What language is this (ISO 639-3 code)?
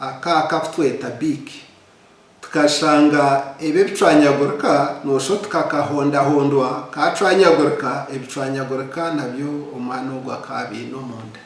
nyn